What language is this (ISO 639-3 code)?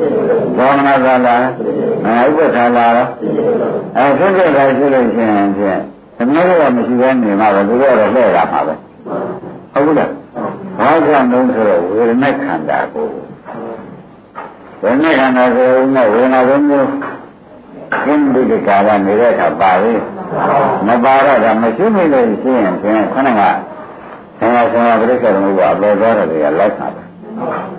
mya